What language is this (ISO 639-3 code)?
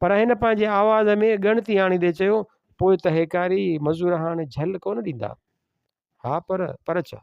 snd